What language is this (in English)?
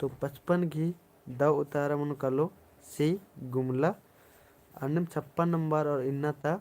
Kurukh